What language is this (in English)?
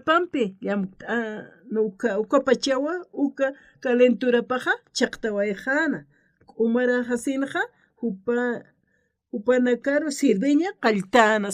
Aymara